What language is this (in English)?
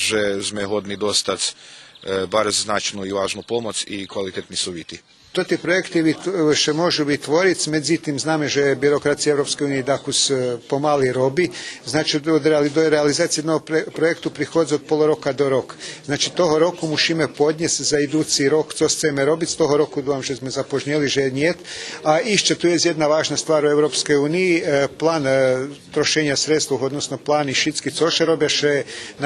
Rusyn